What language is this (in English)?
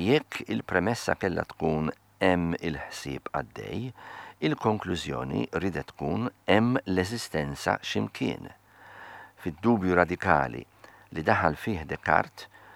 Maltese